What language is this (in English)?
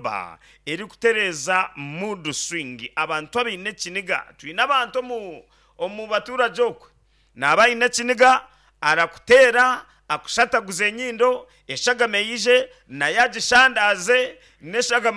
Nyankole